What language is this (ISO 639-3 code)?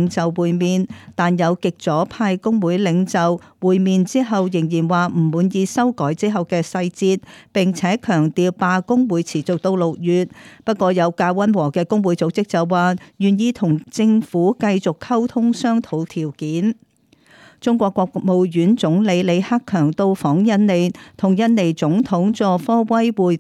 yue